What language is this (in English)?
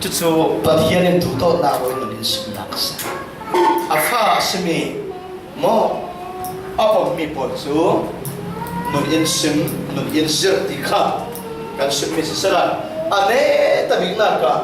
Falam Chin